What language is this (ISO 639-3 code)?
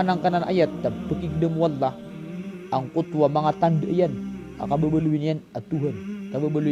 mrw